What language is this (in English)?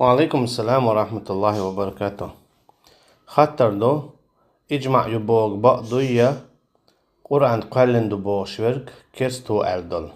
Chechen